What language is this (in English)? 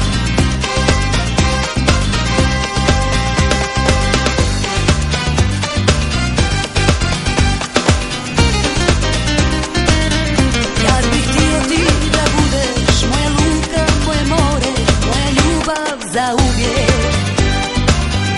Croatian